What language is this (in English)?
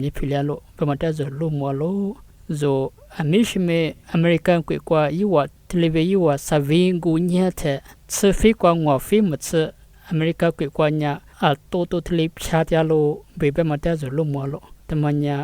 Lisu